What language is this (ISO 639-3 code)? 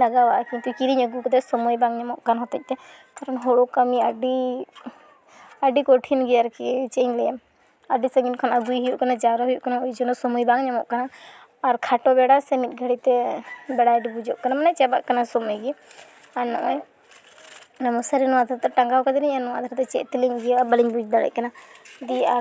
sat